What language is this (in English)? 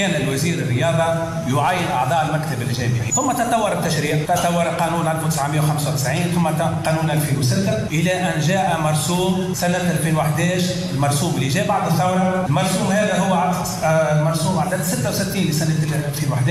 Tunisian Arabic